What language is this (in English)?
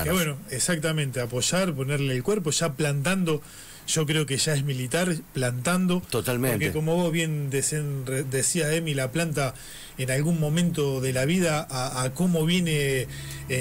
Spanish